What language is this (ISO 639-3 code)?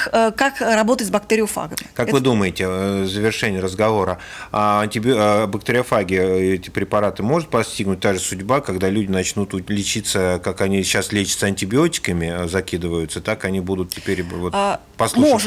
rus